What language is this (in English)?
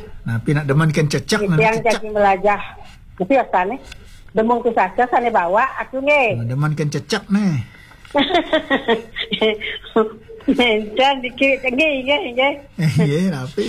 Balinese